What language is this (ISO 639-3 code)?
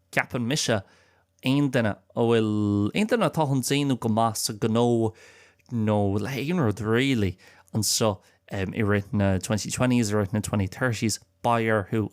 gle